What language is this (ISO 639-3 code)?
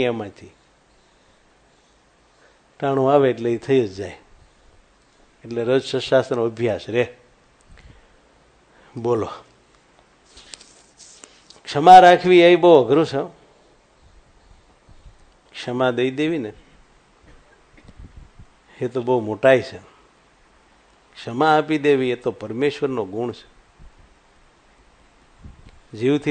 guj